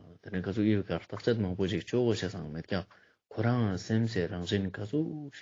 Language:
Ladakhi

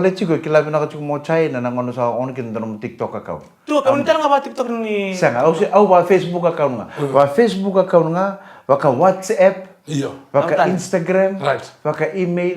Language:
Fijian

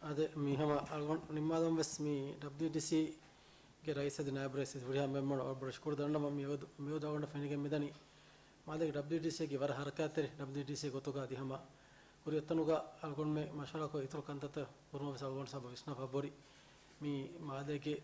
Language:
Divehi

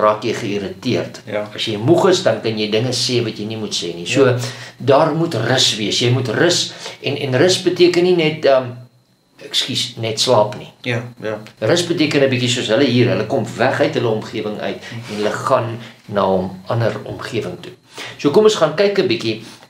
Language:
Afrikaans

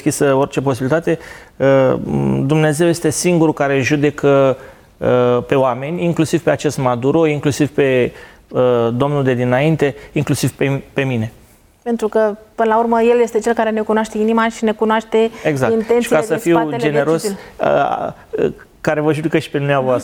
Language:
Romanian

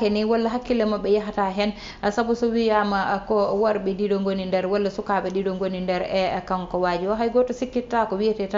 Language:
Fula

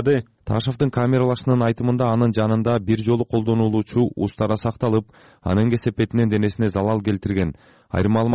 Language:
Kyrgyz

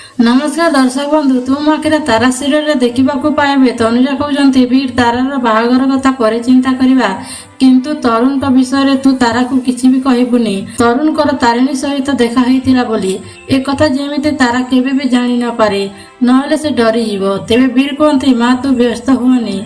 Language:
Odia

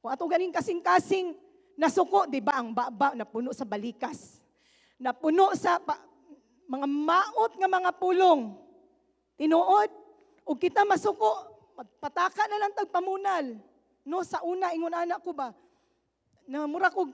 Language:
Cebuano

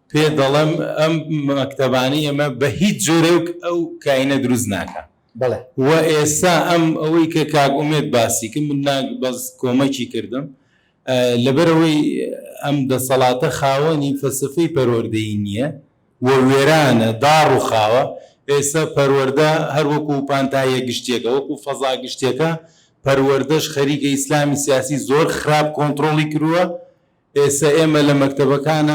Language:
Central Kurdish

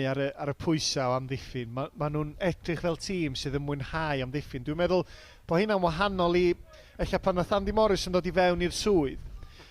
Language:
Welsh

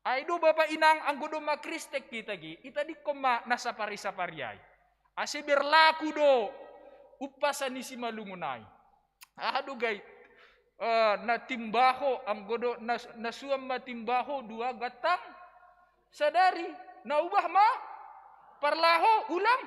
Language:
Batak Simalungun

